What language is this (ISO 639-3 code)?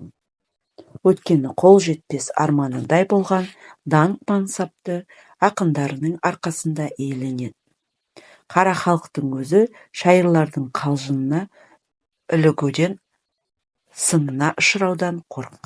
kaz